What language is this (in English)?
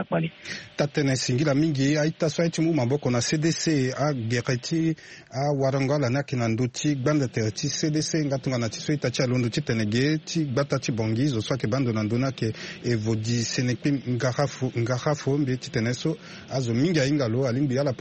Sango